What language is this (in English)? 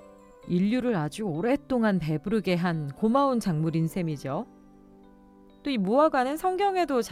Korean